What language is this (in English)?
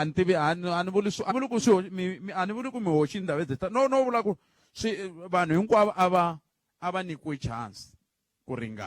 Tsonga